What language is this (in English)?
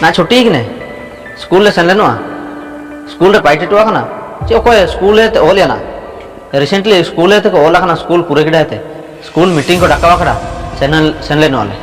Ho